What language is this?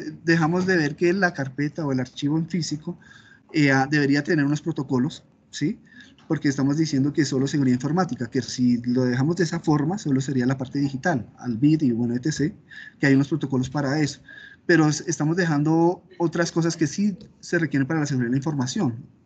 Spanish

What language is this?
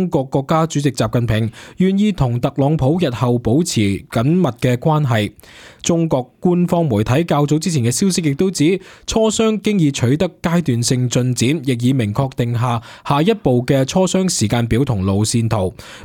Cantonese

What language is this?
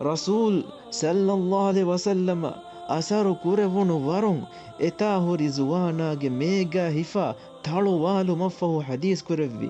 Divehi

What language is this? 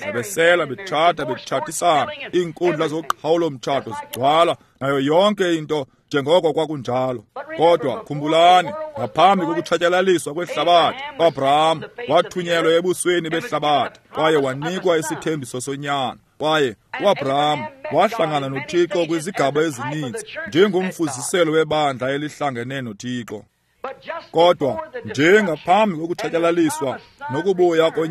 Xhosa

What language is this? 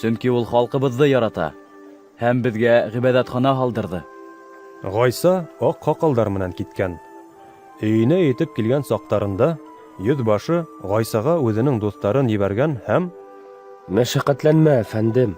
Bashkir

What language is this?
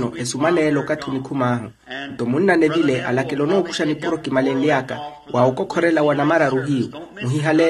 Makhuwa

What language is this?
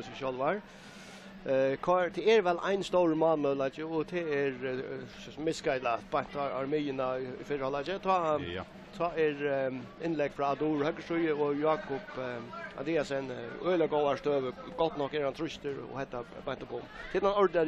Faroese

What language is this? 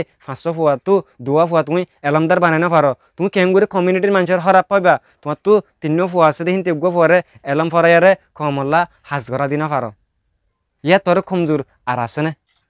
Rohingya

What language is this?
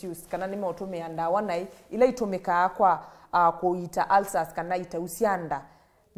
Kamba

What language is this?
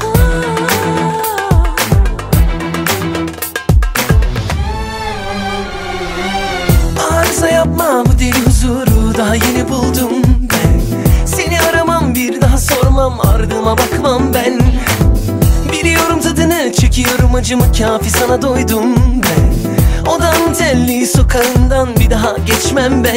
Turkish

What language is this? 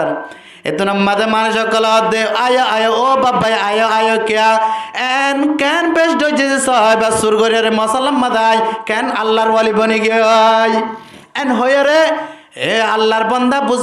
Rohingya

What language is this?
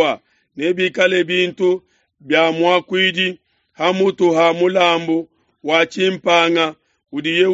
Luba-Lulua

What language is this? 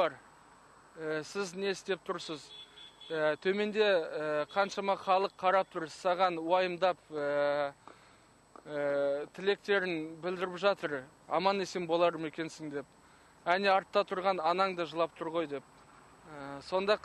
Kazakh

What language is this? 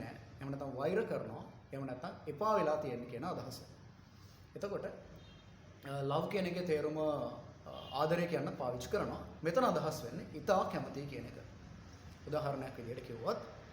Sinhala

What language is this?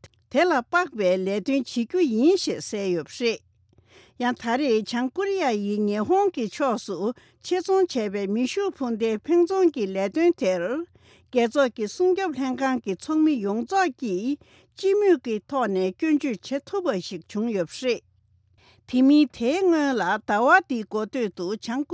Tibetan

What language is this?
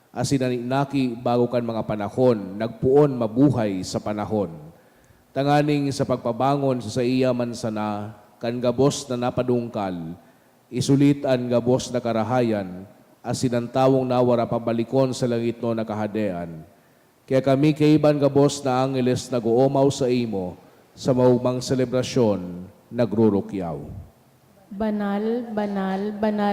Bikol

